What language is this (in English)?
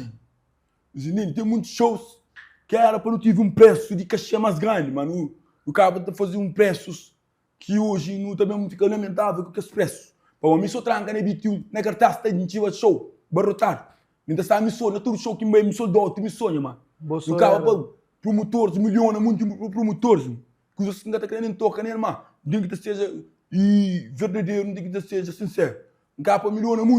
Kabuverdianu